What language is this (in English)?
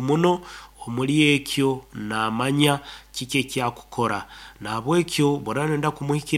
Nyoro